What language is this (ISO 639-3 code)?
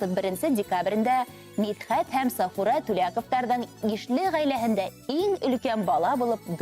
bak